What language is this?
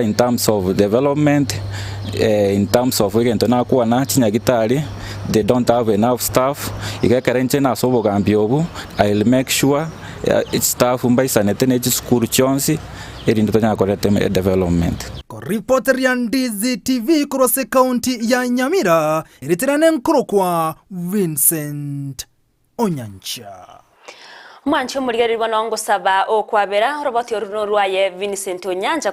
Gusii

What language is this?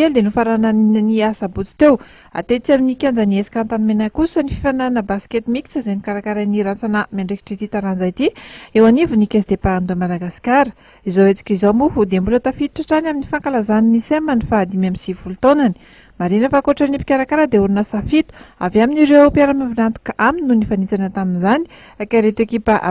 Malagasy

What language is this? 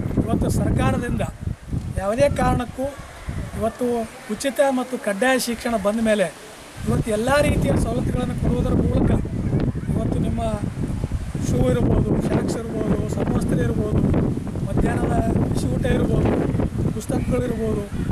Kannada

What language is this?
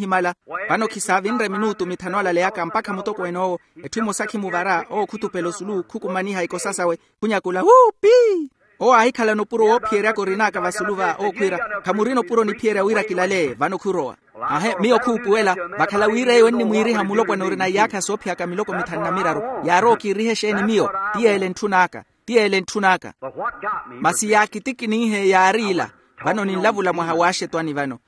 Makhuwa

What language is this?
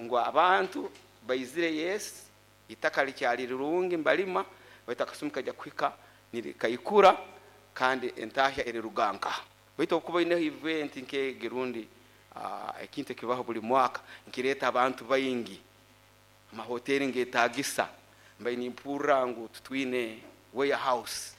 Nyoro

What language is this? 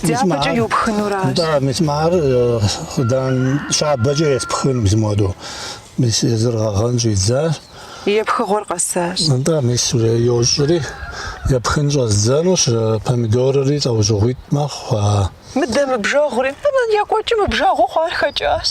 Kabardian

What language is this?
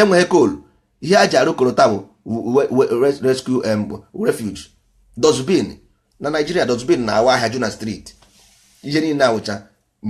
Igbo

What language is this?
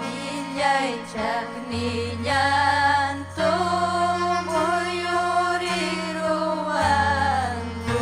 Ayacucho Quechua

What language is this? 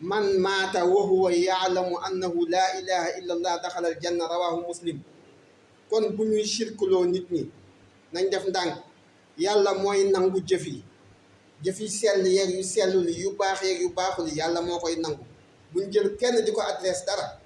Wolof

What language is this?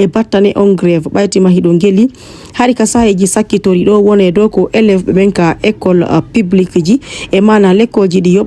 Fula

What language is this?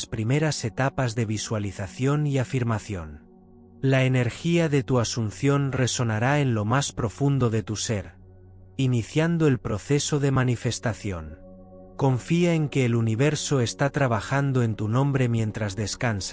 Spanish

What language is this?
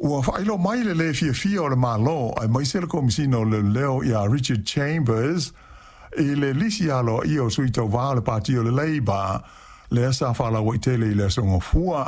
Samoan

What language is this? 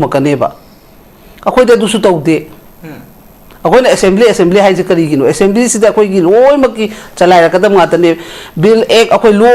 Manipuri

